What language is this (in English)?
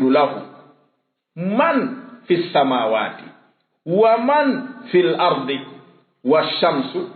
Fula